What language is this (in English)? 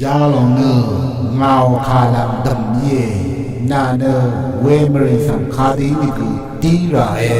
Rawang